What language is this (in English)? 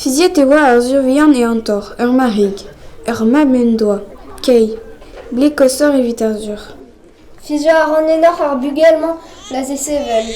Breton